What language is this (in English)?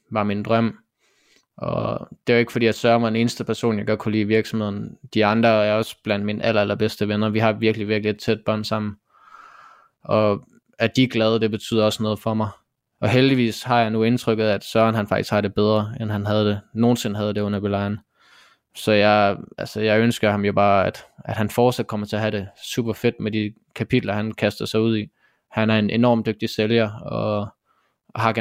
Danish